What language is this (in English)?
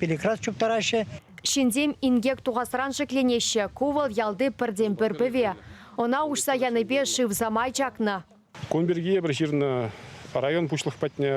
Chuvash